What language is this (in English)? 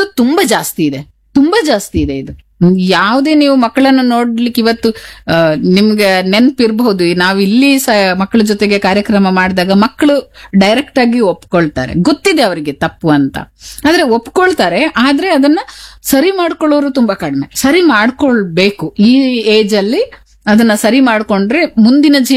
Kannada